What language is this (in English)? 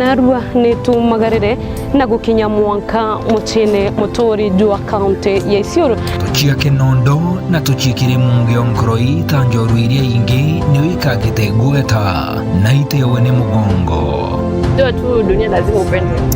Meru